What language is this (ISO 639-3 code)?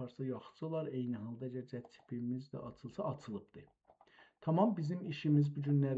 azb